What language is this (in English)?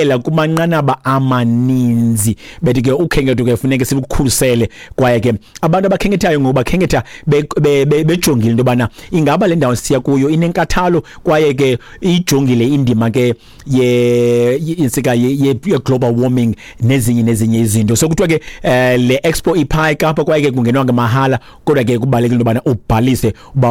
Xhosa